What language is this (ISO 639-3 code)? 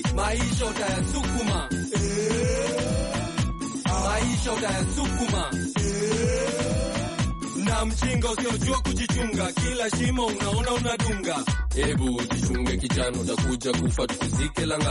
swa